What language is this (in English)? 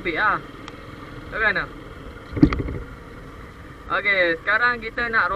Malay